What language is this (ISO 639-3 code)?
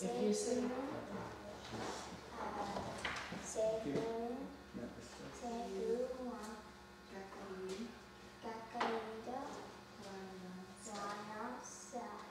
moh